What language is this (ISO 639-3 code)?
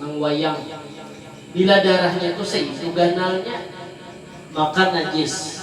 bjn